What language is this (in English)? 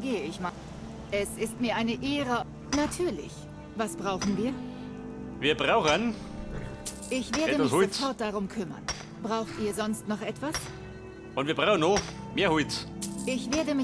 Bavarian